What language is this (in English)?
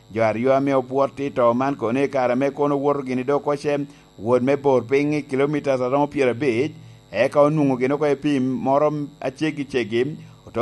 Lango (Uganda)